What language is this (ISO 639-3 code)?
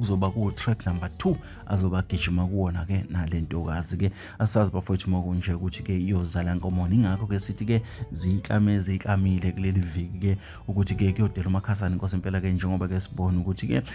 zul